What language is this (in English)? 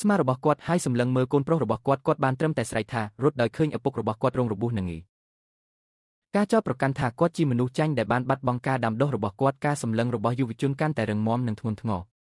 Khmer